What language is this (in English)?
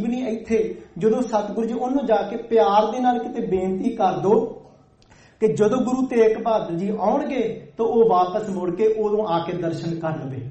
Punjabi